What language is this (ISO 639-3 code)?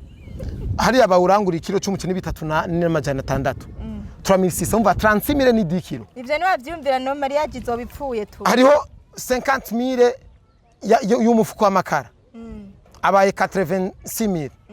run